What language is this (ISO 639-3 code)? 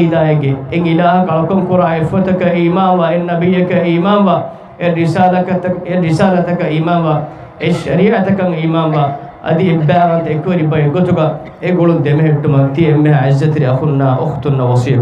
div